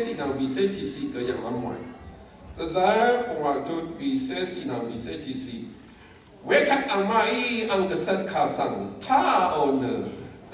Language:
Rawang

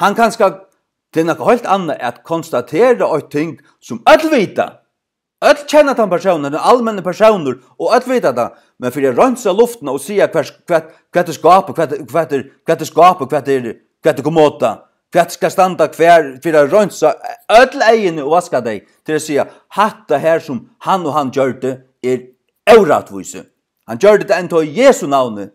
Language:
Faroese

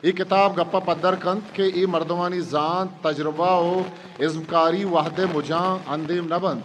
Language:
Eastern Balochi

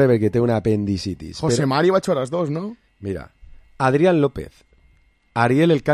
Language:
Catalan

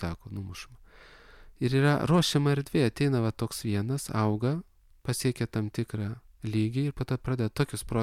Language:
Lithuanian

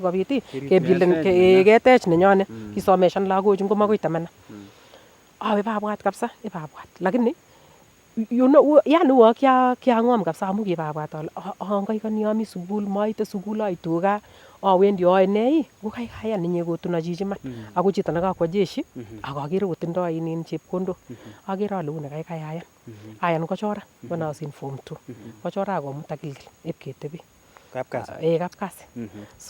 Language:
Nandi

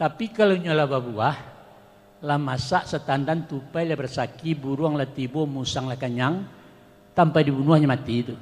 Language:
Minangkabau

